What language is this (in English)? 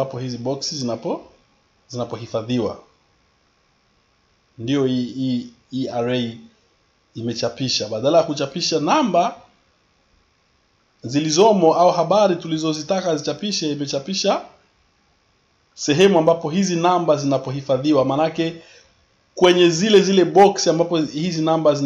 Swahili